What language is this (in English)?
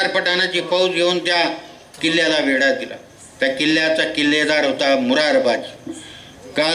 Marathi